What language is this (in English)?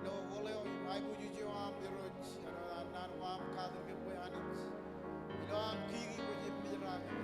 Marshallese